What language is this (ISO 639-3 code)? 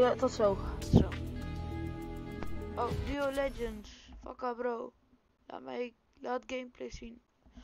nld